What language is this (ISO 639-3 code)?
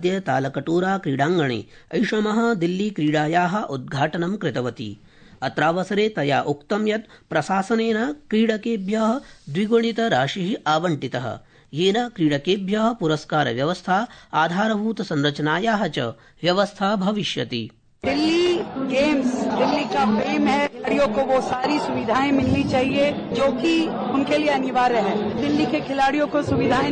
san